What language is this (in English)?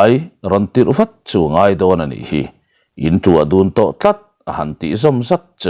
Mizo